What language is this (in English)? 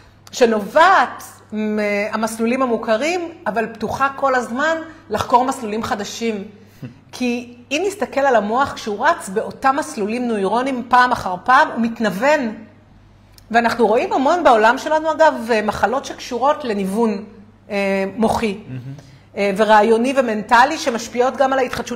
Hebrew